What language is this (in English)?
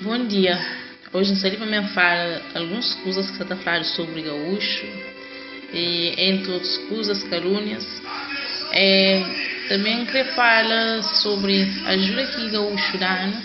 Kabuverdianu